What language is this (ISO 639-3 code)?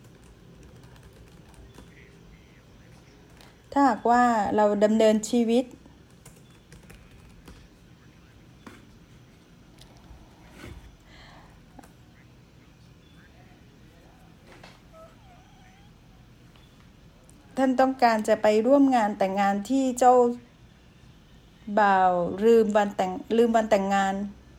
tha